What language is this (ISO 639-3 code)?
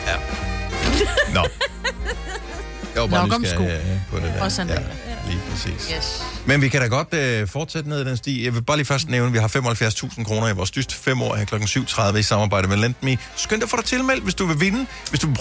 dan